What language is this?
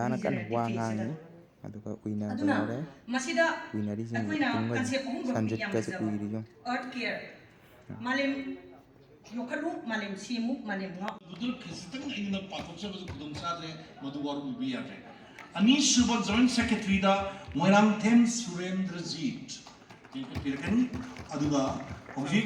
Manipuri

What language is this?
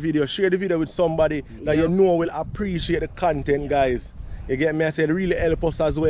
Jamaican Creole English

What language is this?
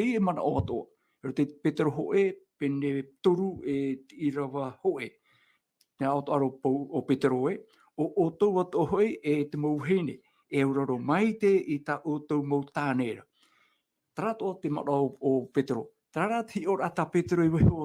Tahitian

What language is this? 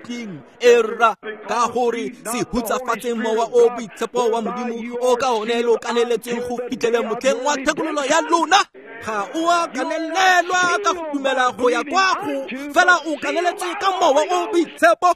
Tswana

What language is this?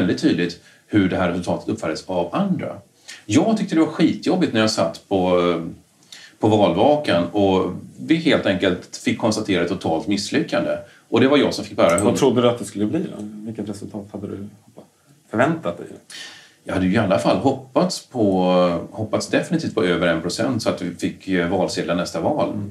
Swedish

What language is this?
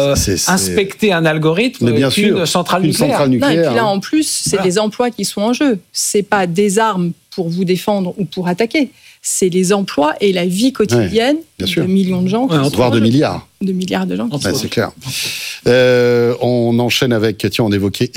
French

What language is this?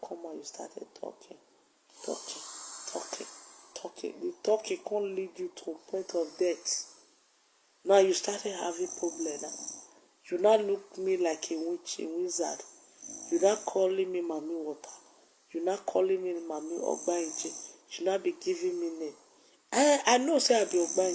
Nigerian Pidgin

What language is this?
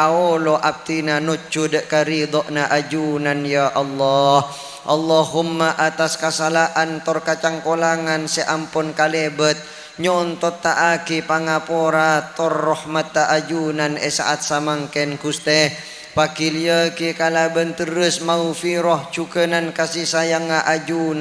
Madurese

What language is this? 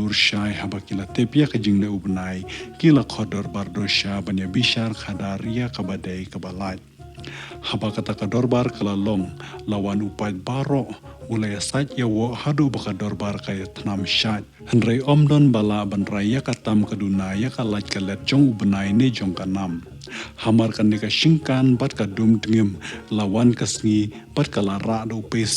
Khasi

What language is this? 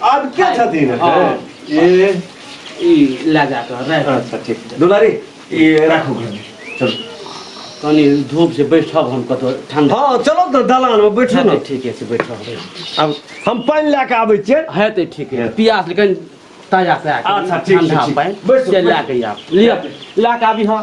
Maithili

